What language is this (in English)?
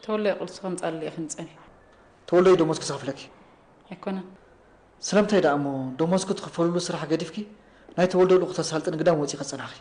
Tigrinya